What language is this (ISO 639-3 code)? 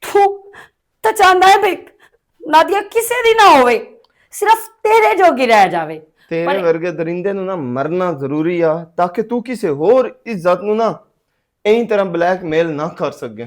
lah